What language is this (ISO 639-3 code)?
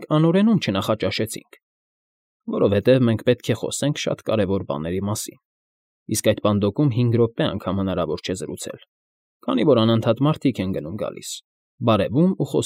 hye